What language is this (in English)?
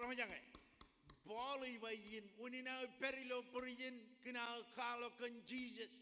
Marshallese